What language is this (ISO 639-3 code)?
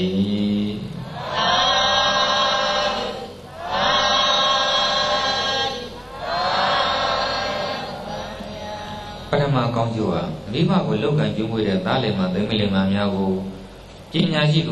mya